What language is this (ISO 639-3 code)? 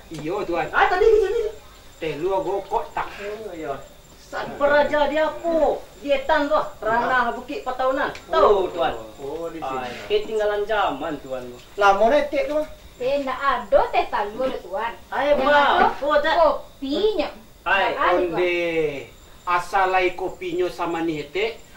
min